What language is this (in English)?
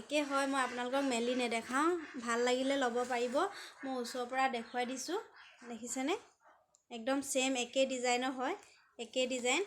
Assamese